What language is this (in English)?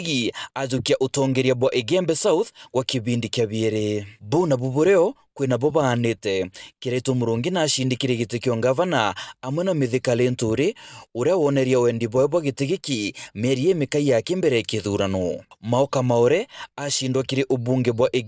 Meru